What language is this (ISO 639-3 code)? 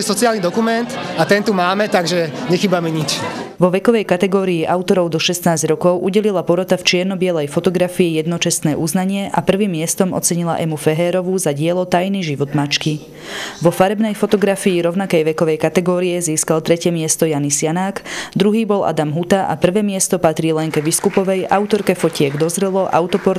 slk